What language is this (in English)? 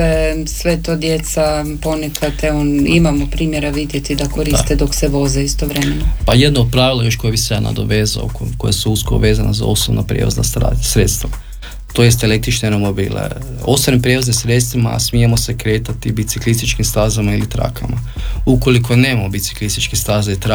Croatian